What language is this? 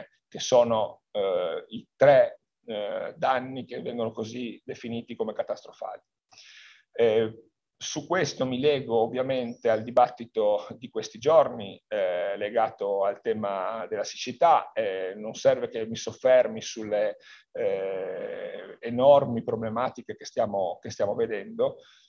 Italian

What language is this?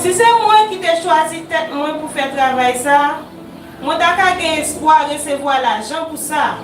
Haitian Creole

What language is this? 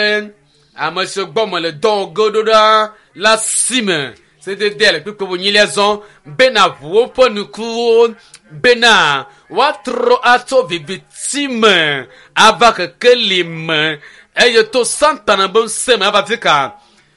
Ewe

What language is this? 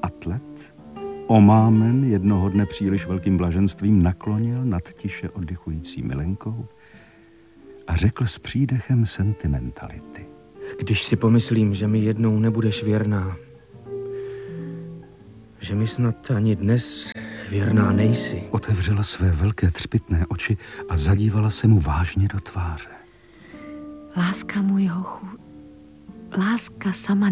Czech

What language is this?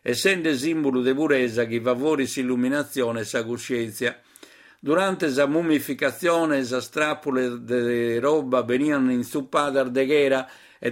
Sardinian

